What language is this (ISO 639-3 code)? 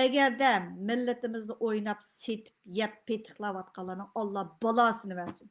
uig